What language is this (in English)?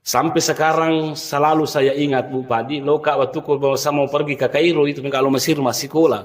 Buginese